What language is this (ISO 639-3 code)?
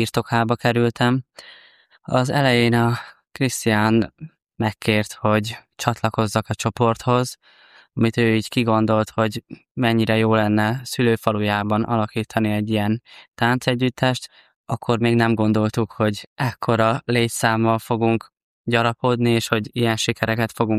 hun